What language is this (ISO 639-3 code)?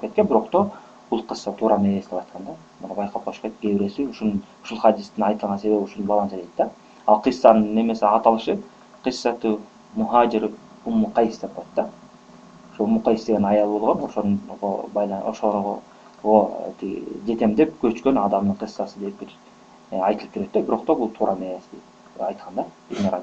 kir